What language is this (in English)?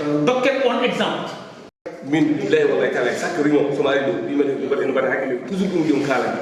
Fula